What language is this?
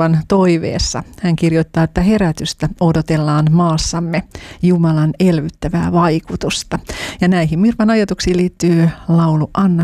Finnish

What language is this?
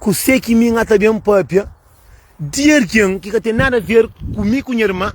Kabuverdianu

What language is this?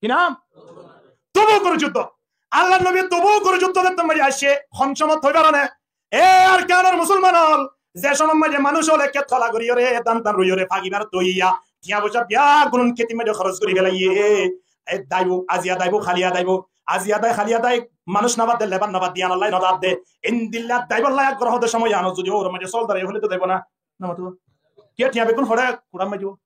Rohingya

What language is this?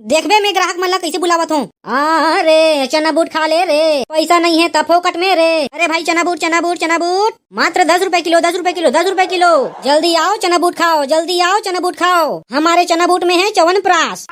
Chhattisgarhi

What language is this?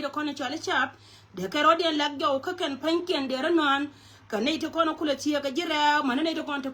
Nuer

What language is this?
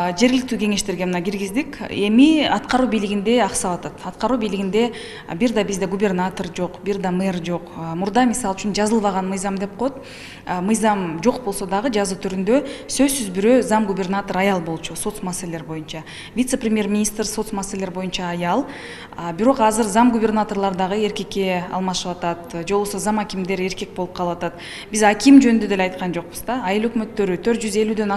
Kyrgyz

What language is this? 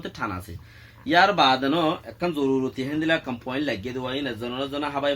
Rohingya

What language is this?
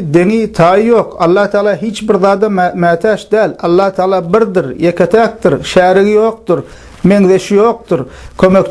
Turkmen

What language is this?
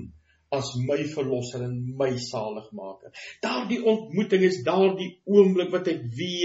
Afrikaans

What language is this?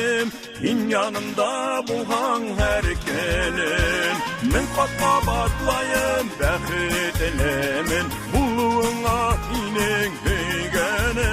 Bashkir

